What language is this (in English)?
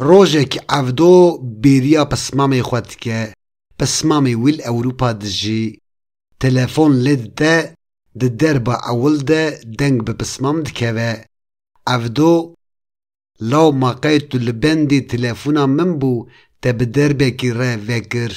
Kurdish